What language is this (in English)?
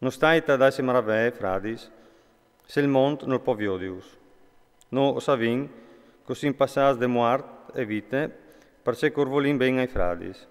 Friulian